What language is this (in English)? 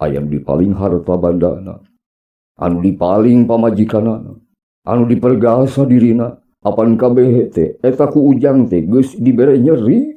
Sundanese